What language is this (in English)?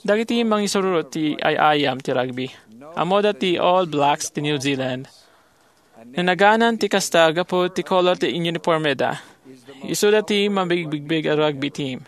Iloko